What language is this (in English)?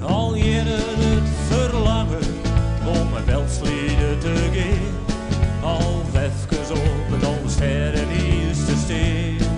Western Frisian